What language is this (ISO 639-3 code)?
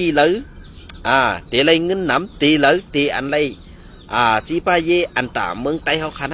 shn